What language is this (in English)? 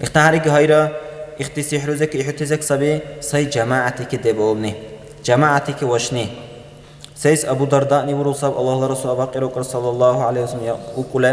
Dargwa